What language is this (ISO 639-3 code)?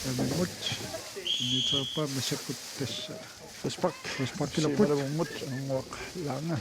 kal